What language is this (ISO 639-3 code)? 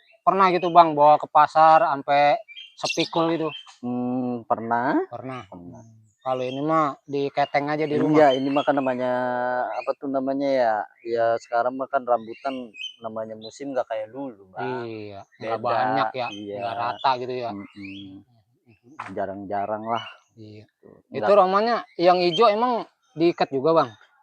bew